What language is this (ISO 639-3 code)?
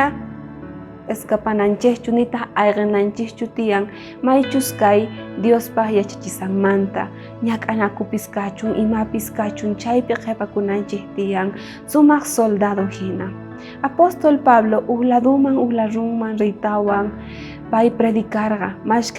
quh